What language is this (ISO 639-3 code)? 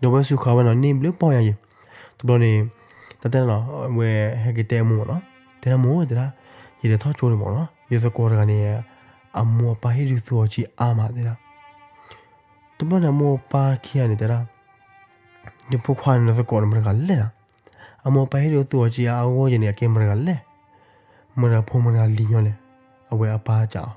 ksw